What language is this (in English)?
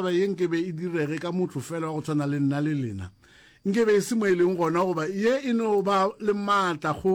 Northern Sotho